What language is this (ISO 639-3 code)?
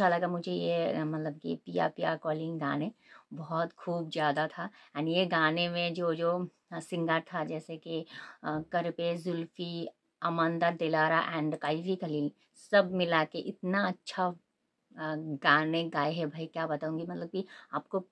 hin